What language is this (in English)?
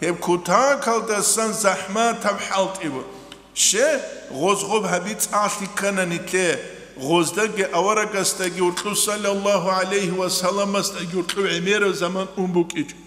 Avaric